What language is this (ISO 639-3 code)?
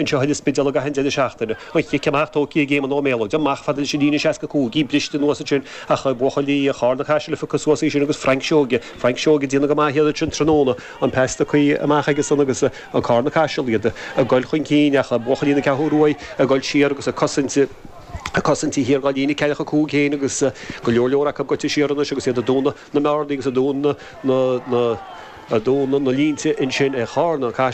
gle